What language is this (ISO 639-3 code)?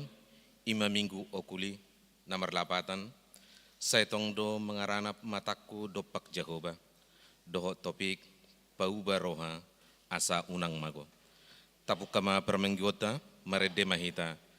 bbc